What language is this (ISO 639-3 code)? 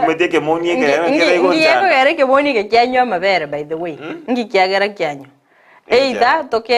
guz